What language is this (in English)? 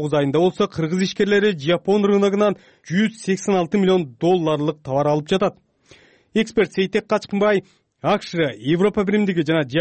Kyrgyz